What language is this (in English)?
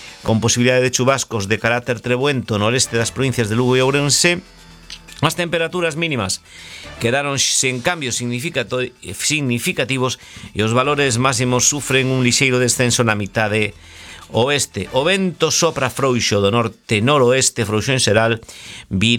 Galician